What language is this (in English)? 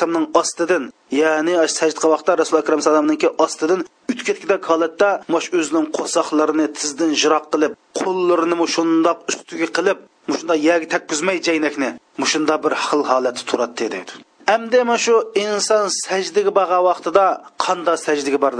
Uyghur